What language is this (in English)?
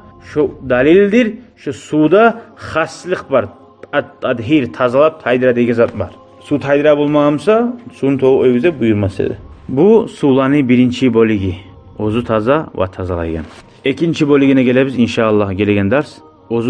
Kumyk